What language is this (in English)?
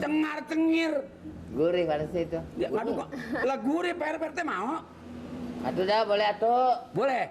Betawi